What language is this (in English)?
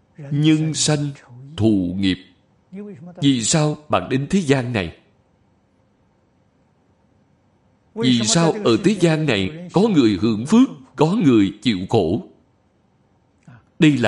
Vietnamese